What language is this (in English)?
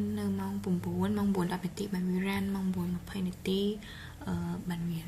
Khmer